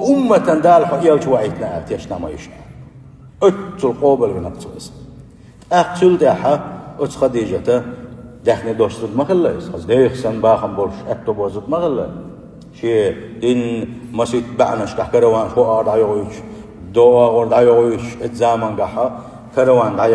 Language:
Chechen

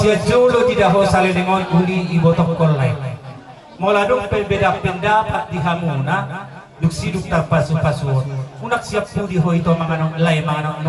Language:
Batak Toba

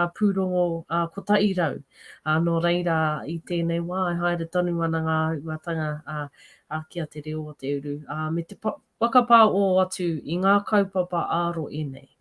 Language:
Māori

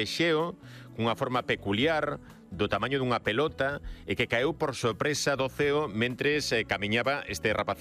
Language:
Galician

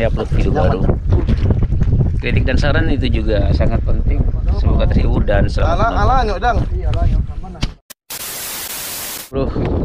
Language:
Indonesian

